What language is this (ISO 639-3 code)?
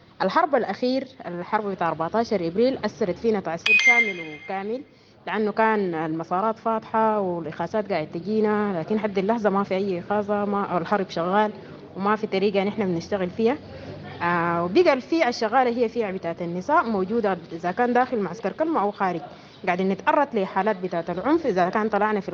apd